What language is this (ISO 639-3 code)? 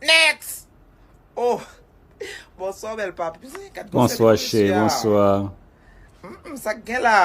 hat